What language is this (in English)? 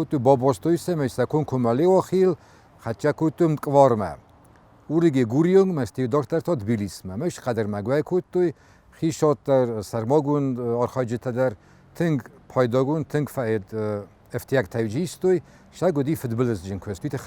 Ossetic